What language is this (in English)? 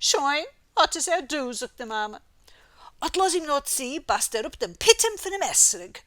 Yiddish